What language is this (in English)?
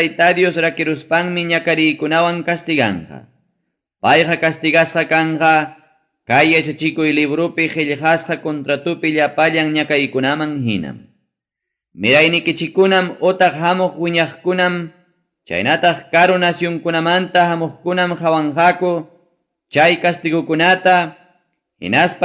Ayacucho Quechua